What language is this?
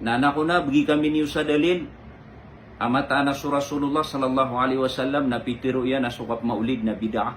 Maranao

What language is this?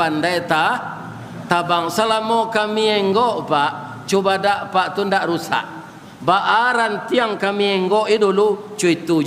Minangkabau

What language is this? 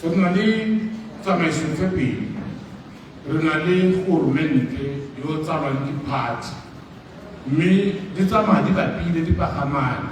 Tswana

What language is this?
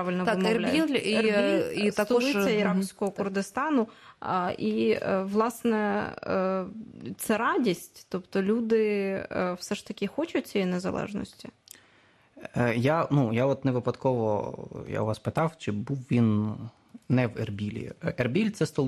Ukrainian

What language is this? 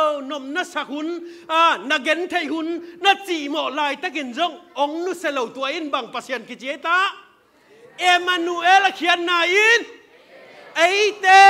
Tedim Chin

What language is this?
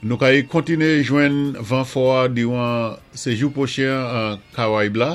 Saint Lucian Creole French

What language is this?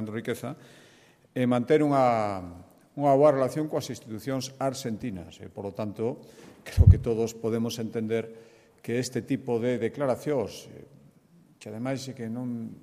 Galician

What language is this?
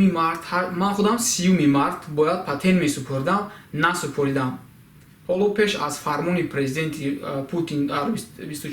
Tajik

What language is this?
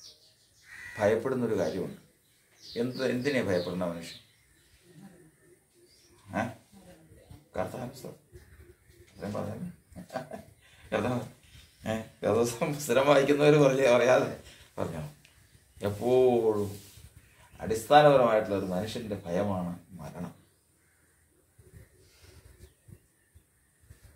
Malayalam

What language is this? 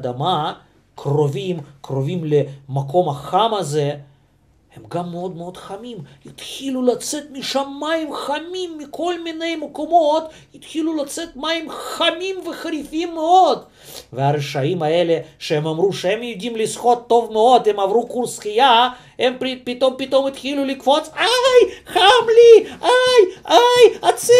Hebrew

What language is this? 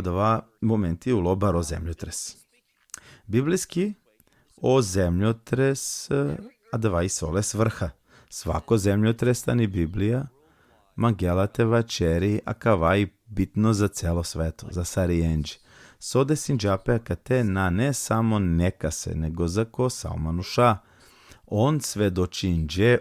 Balkan Romani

